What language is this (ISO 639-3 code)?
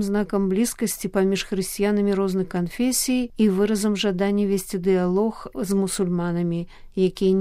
bel